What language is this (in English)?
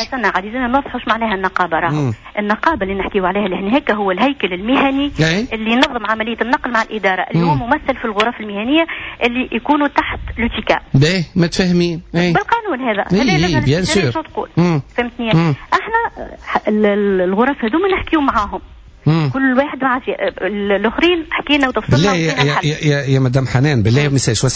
Tunisian Arabic